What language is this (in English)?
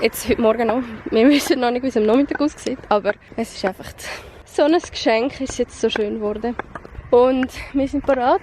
Swiss German